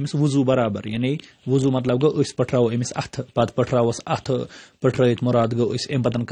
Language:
Kashmiri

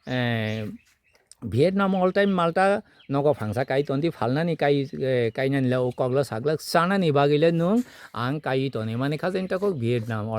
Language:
Kok Borok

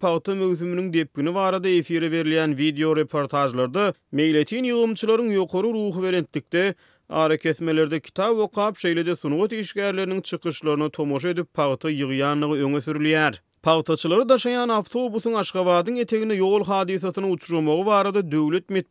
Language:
Turkmen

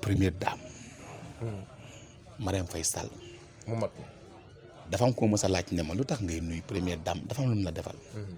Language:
Wolof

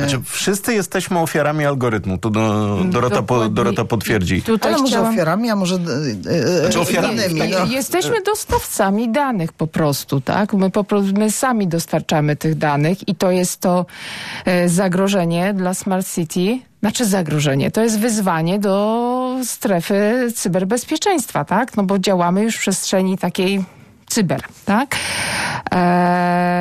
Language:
Polish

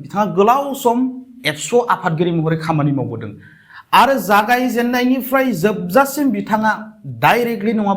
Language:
Bodo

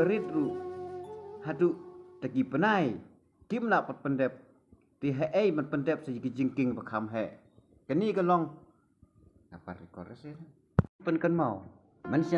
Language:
Khasi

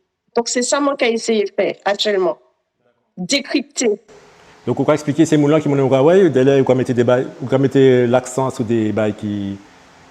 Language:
Guadeloupean Creole French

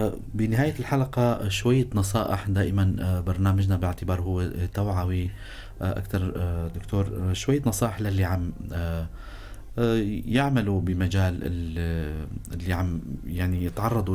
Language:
North Levantine Arabic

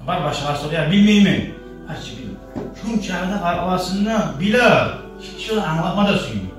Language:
Kumyk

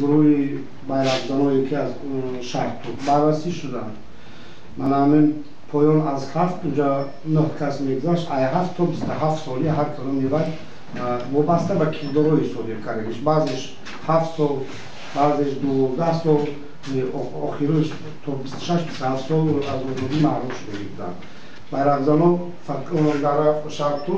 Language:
Tajik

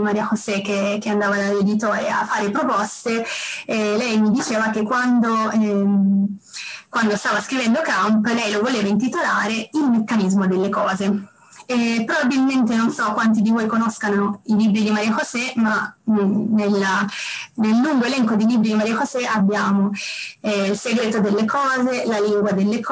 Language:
Italian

